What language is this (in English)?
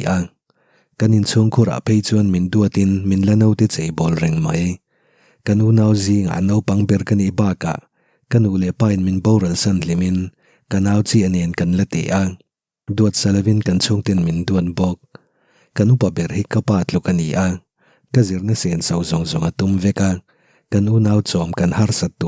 Mizo